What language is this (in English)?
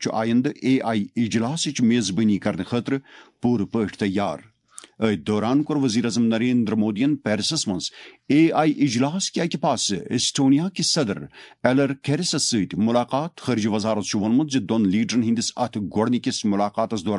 Kashmiri